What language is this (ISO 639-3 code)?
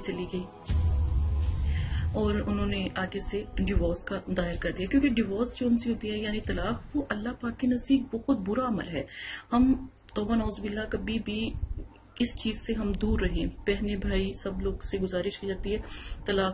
urd